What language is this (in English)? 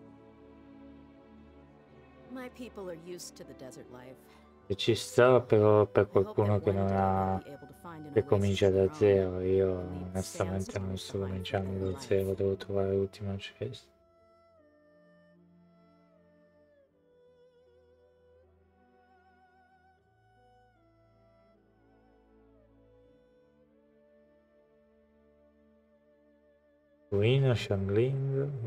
Italian